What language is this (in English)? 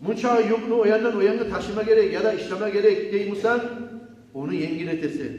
Kumyk